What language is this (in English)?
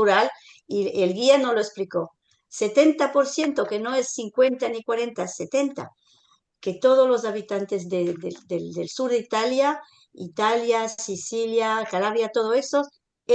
Ladino